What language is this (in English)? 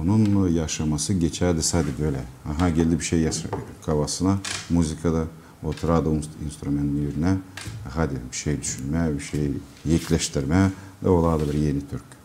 Gagauz